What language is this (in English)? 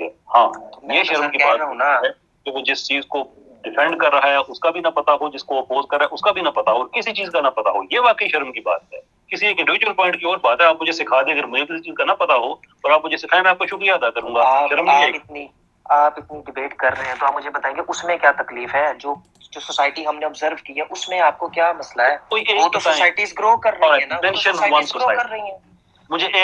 Urdu